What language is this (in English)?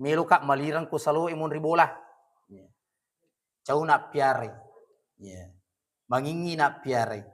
Buginese